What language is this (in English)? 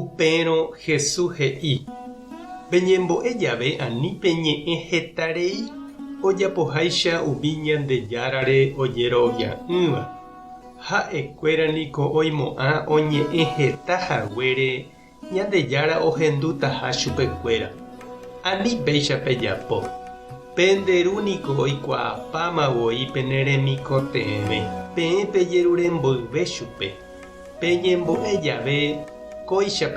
Guarani